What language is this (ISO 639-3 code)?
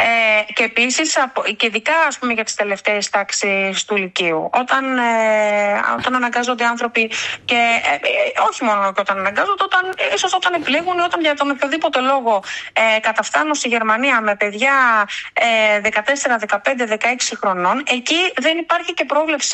ell